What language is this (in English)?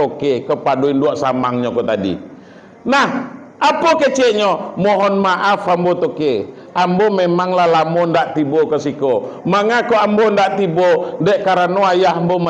Minangkabau